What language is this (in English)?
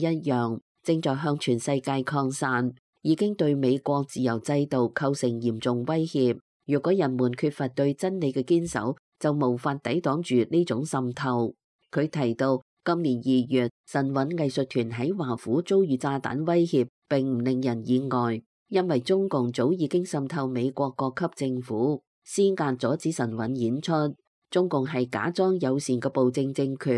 Cantonese